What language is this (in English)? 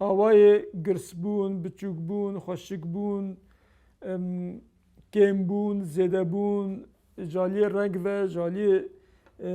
Kurdish